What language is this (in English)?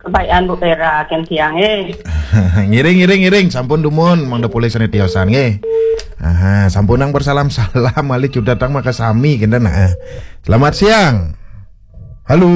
Balinese